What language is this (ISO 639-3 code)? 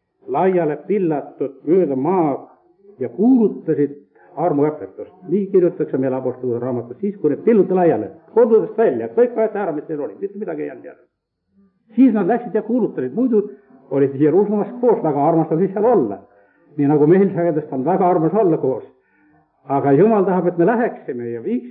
est